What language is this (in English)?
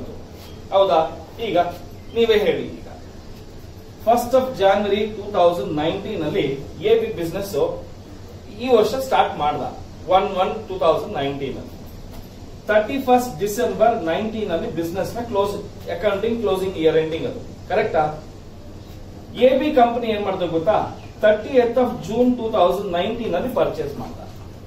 Kannada